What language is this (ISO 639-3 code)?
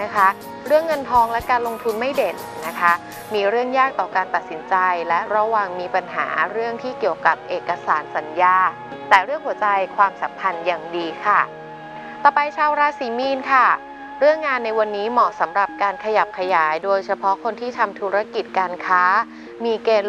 tha